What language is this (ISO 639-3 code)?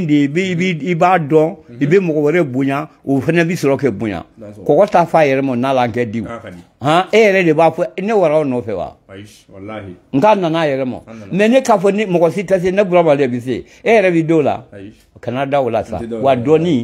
bam